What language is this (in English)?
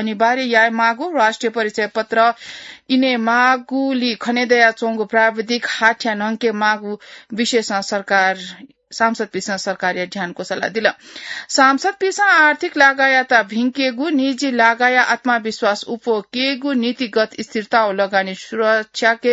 Newari